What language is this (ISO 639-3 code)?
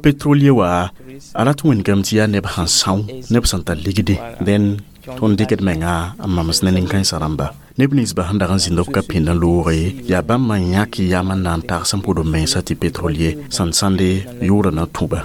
mos